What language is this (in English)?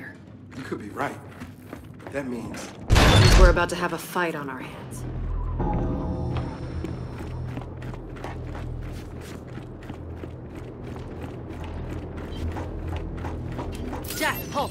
English